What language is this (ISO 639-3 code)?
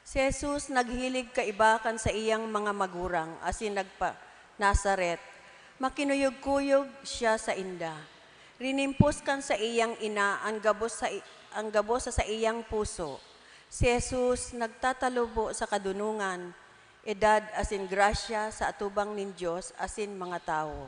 bik